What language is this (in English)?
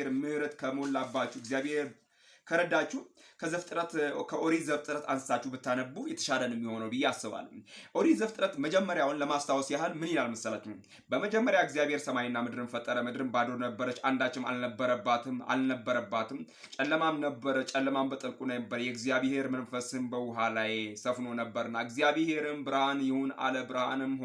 Amharic